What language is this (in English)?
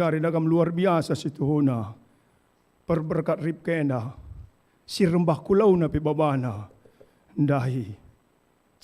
Batak Karo